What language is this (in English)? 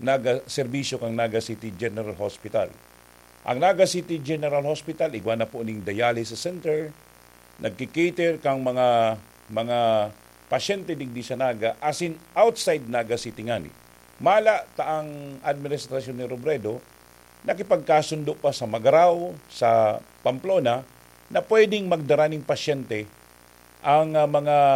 Bikol